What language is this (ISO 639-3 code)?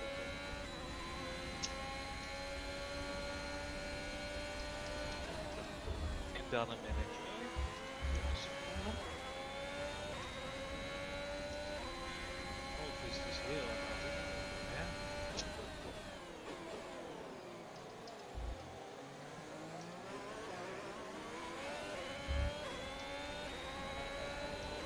nld